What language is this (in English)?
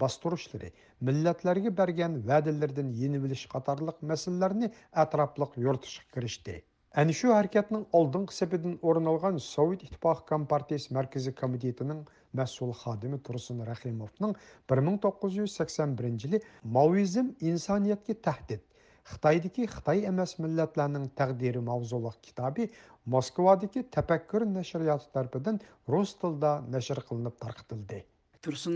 Uyghur